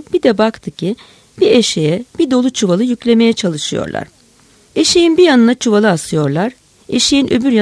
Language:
Turkish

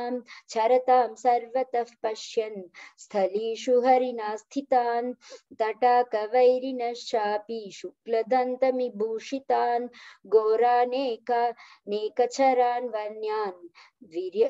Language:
Sanskrit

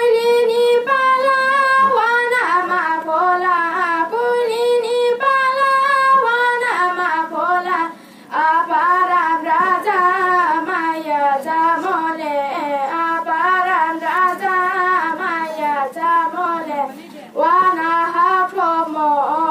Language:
Riang (India)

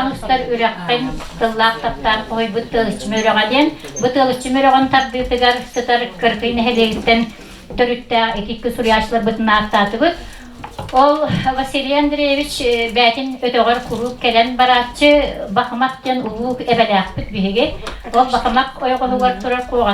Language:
Yakut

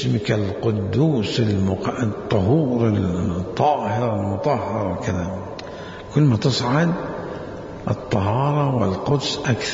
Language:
Mesopotamian Arabic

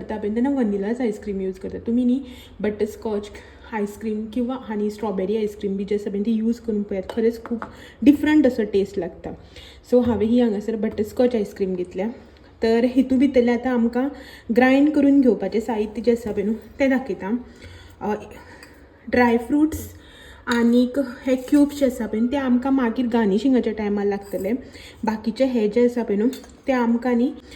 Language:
Konkani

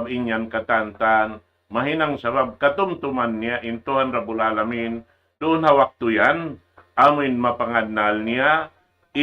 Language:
Tausug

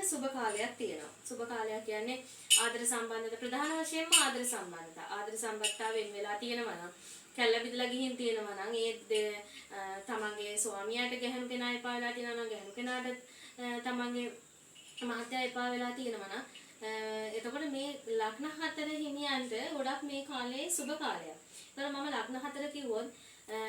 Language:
Sinhala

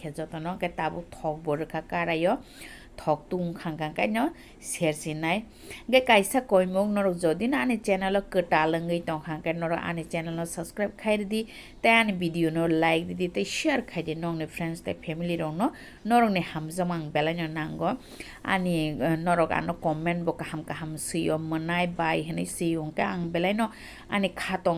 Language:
Kok Borok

